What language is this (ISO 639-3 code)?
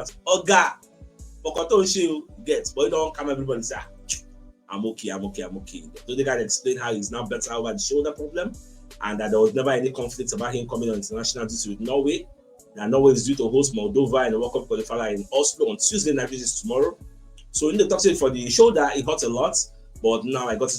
pcm